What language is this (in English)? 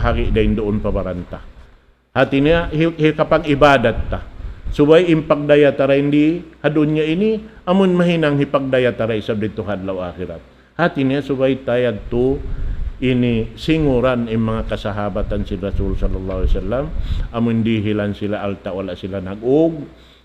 Tausug